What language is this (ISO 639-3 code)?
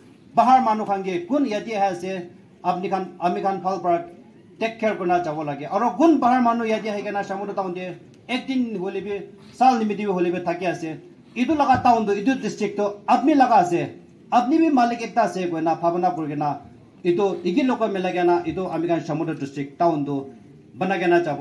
nag